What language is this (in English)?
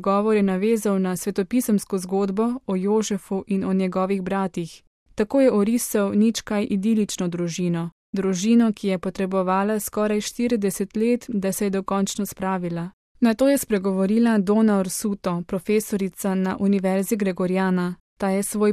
Slovenian